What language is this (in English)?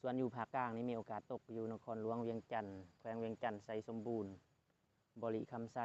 Lao